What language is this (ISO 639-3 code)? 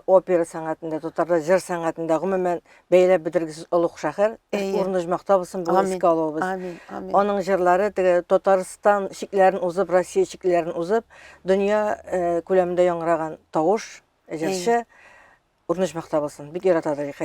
tat